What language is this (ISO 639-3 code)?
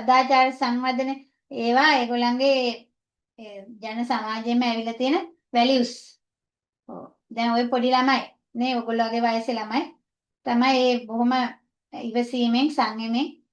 sin